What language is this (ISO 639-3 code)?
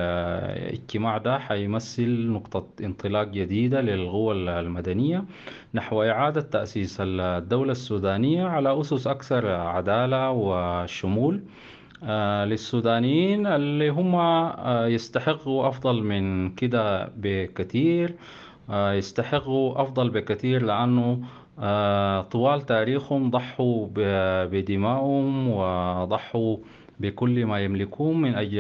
apd